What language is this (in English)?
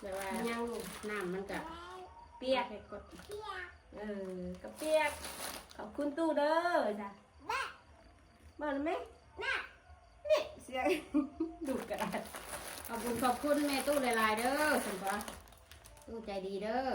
Northeastern Thai